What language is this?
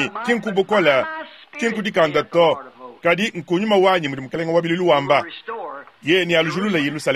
Luba-Lulua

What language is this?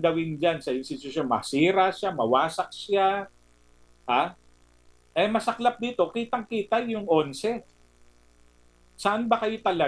Filipino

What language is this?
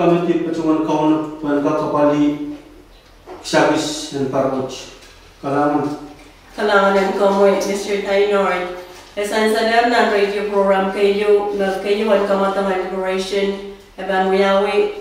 Pohnpeian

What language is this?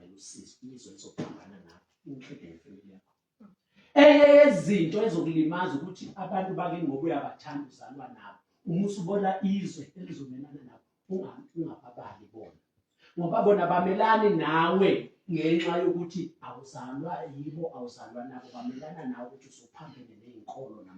Zulu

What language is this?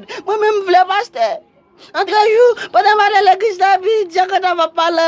Haitian Creole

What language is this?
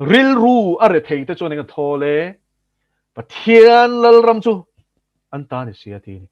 Mizo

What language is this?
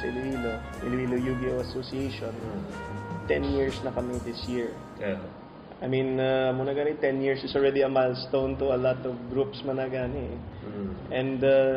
Hiligaynon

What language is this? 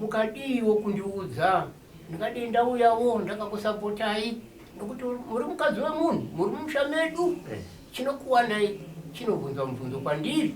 Shona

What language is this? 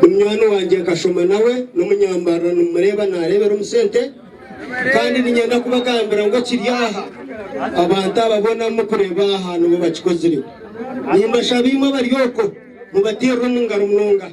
Nyankole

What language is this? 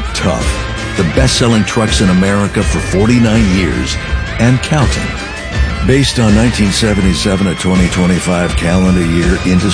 English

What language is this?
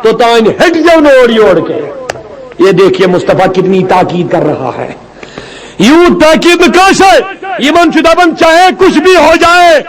Kashmiri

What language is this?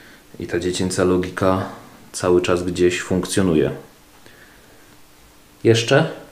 Polish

